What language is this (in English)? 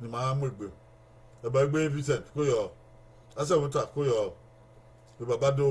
Bini